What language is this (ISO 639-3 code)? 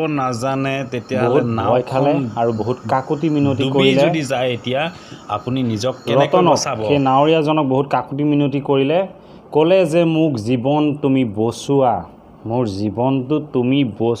asm